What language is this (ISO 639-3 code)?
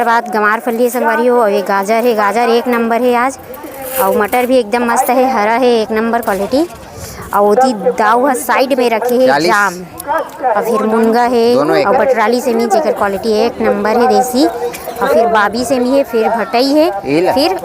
hne